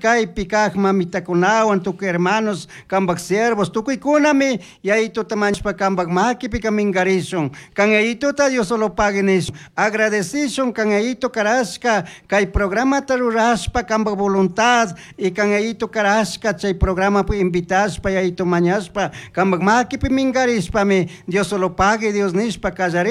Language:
Chimborazo Highland Quichua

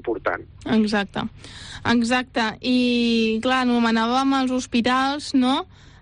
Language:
Catalan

